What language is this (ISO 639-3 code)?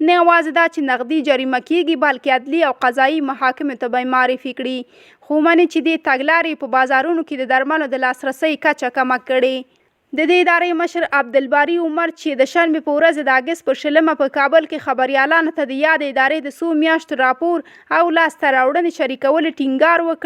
pus